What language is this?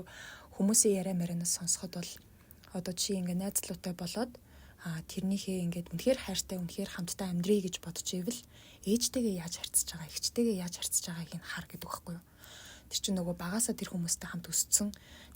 Mongolian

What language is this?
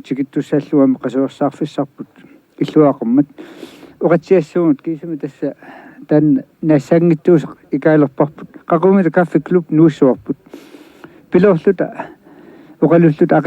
Kalaallisut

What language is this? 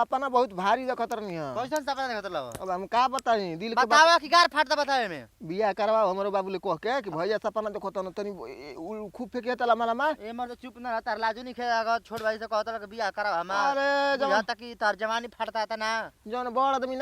Bhojpuri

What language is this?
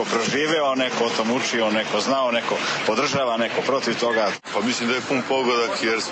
Serbian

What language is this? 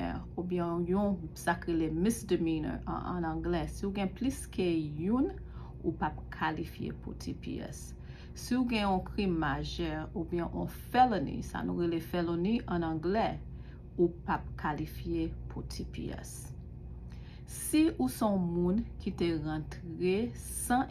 Haitian Creole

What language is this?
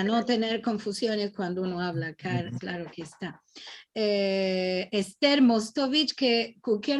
Ladino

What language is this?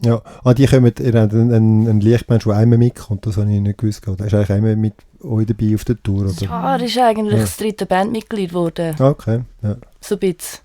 Swiss German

